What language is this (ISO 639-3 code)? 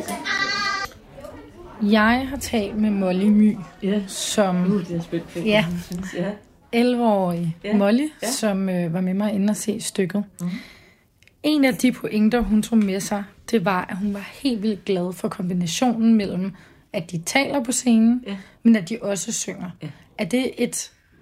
dan